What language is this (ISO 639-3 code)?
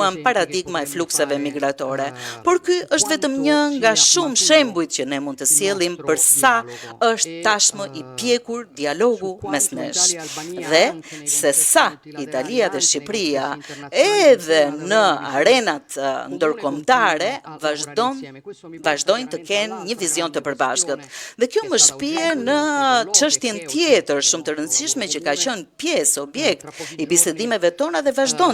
sqi